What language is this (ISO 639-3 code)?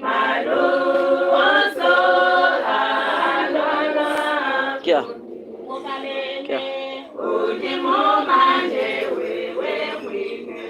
lua